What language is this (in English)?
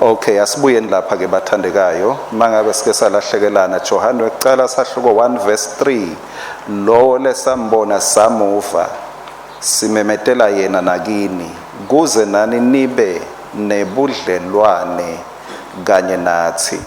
Swati